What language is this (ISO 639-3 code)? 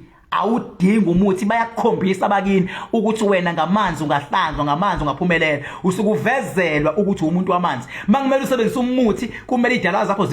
zul